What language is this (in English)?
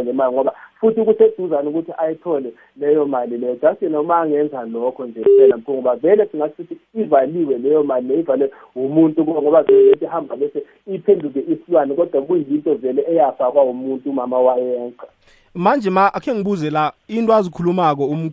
South Ndebele